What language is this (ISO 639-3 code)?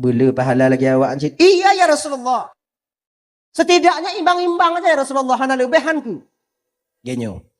ace